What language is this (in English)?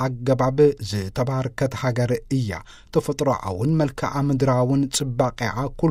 Tigrinya